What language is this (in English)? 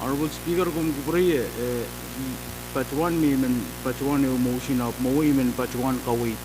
Pohnpeian